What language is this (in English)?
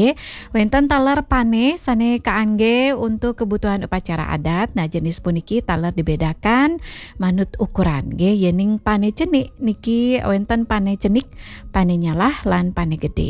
Balinese